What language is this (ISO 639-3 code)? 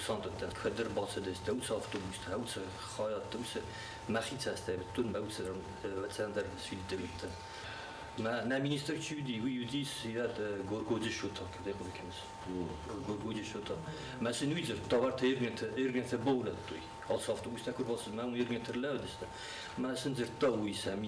oss